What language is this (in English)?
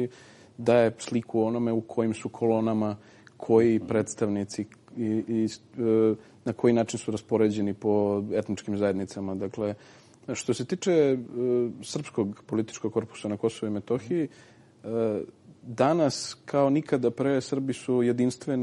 Serbian